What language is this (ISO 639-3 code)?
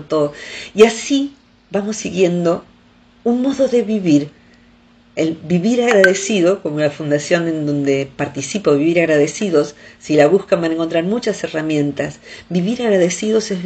spa